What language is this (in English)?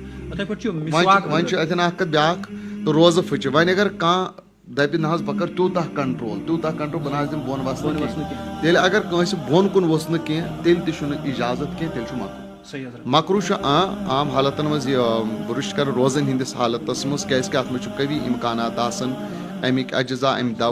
Kashmiri